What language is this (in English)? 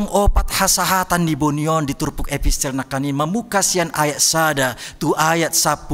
Batak Toba